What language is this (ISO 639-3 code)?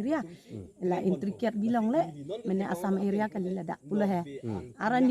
mjw